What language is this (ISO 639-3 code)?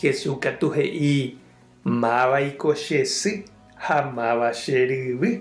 grn